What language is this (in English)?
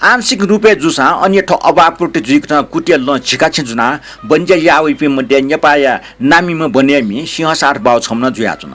Newari